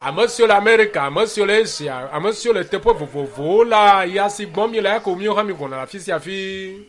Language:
Ewe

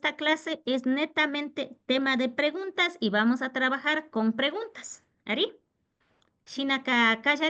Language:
Imbabura Highland Quichua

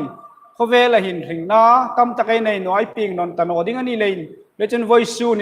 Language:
Hmar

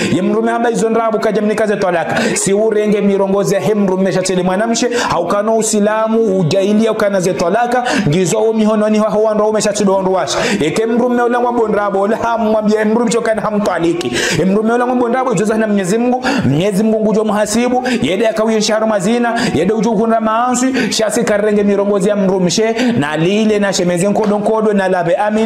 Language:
Ngazidja Comorian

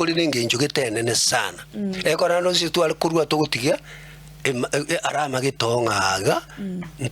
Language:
Gusii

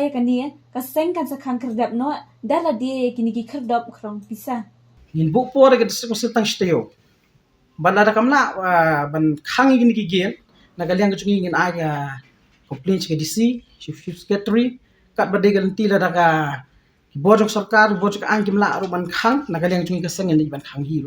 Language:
Khasi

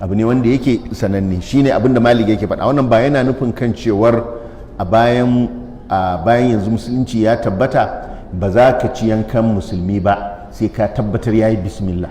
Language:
Hausa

